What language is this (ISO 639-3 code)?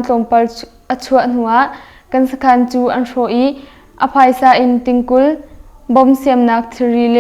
cnh